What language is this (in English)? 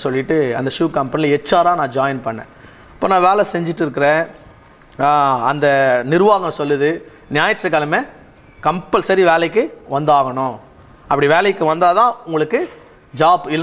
Tamil